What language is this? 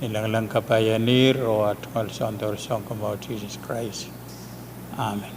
Pohnpeian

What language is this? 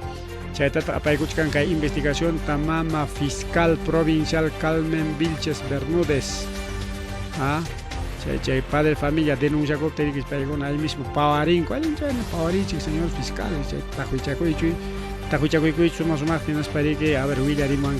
Ayacucho Quechua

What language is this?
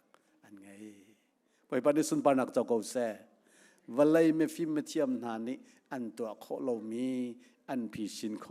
Hakha Chin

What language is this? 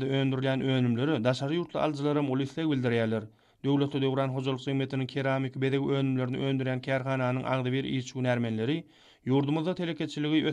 Turkmen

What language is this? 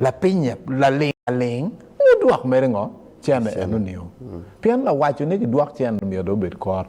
Acoli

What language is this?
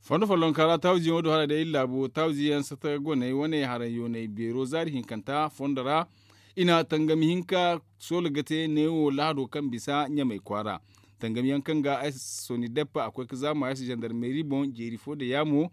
Zarma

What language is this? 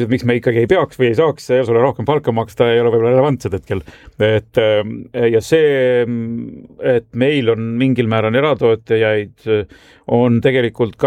Estonian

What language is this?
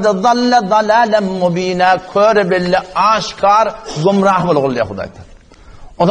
Turkmen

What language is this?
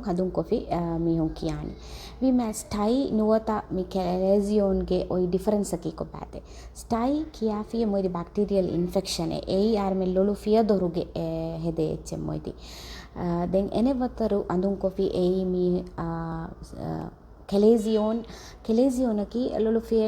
Divehi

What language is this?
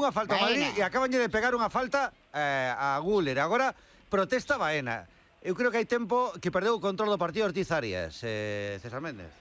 Galician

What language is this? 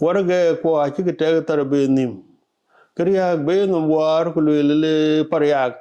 Dinka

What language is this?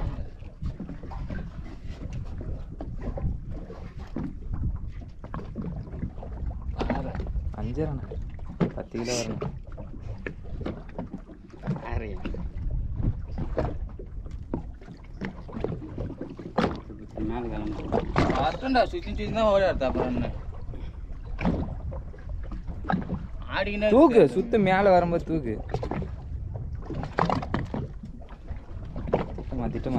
Tamil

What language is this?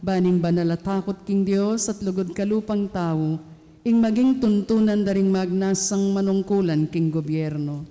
Pampanga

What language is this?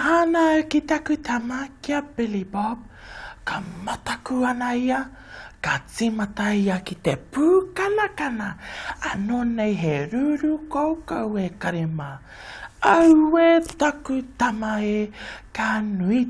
Māori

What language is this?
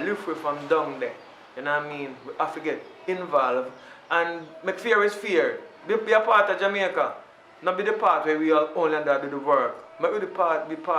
Jamaican Creole English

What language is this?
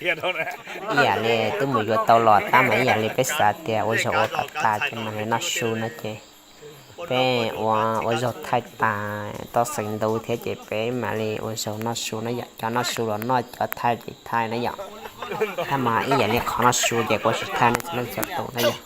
Hmong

